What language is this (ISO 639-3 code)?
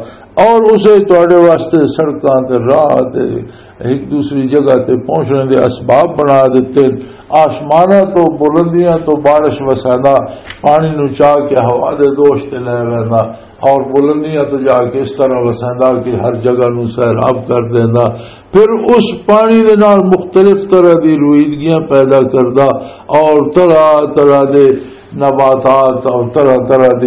lah